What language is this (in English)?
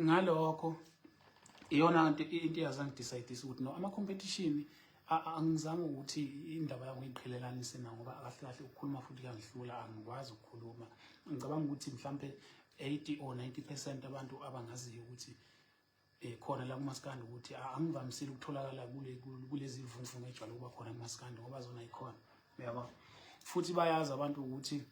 Zulu